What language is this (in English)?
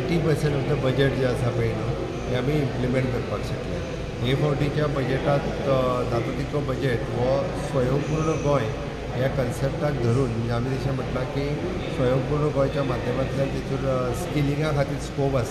Konkani